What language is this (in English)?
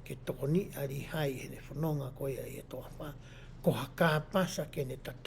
Tongan